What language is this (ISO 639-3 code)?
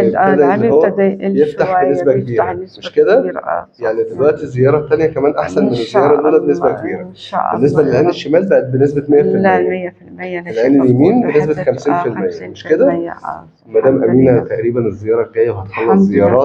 arz